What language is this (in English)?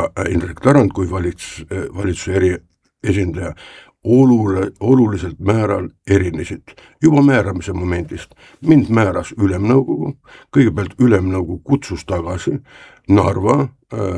Estonian